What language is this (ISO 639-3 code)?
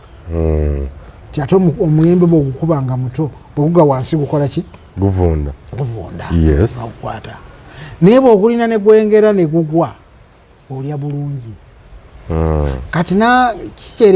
lug